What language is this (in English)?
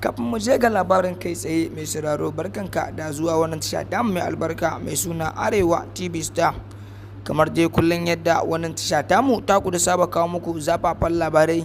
Hausa